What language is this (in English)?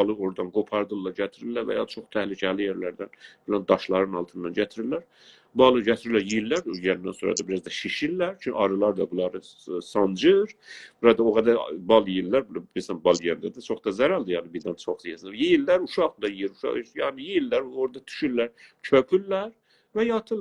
South Azerbaijani